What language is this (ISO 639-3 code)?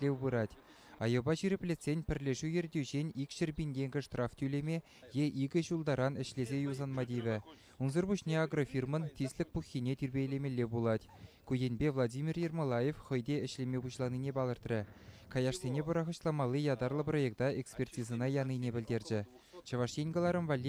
chv